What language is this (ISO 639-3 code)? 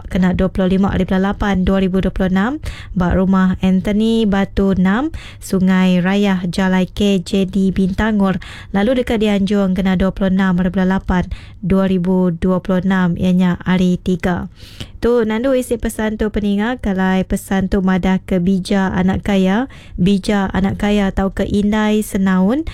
iba